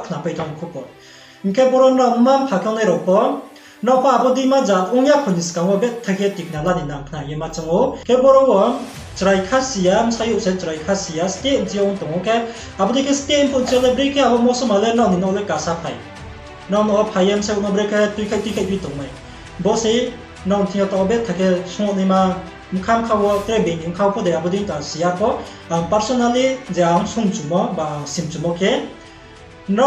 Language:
Riang (India)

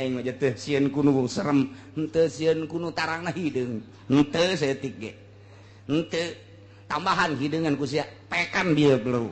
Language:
Sundanese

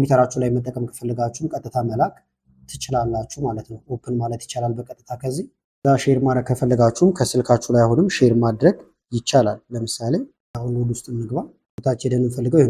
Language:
Amharic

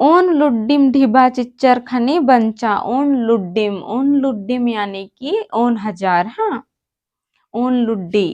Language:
Kurukh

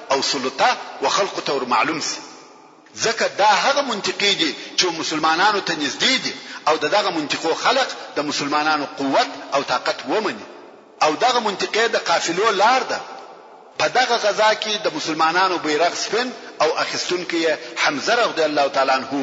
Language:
Pashto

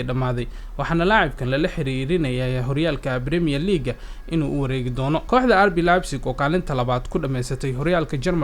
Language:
Somali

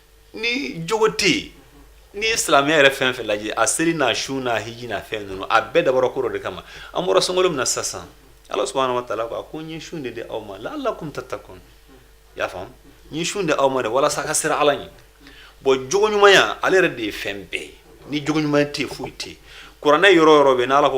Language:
Bambara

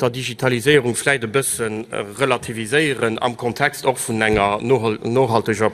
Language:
Luxembourgish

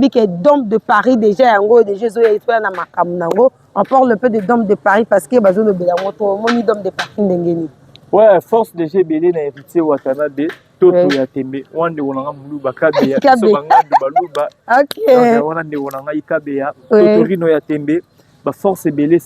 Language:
Lingala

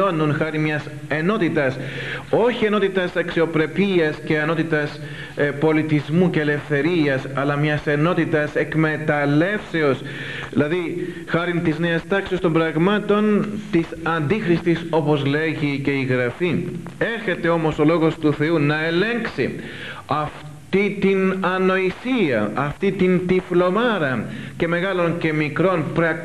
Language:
Greek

